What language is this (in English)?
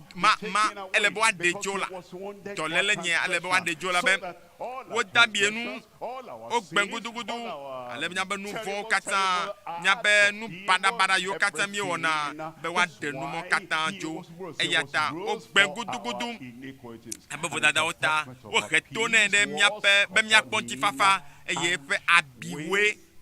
Ewe